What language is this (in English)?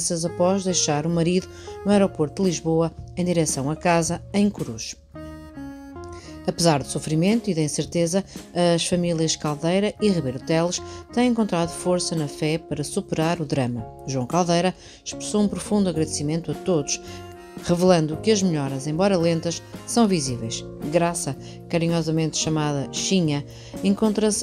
Portuguese